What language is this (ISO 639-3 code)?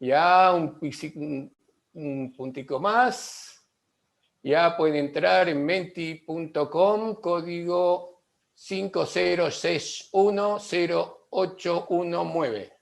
lad